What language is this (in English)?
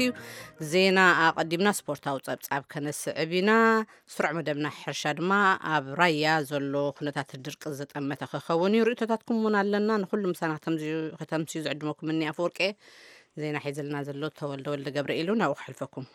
Tigrinya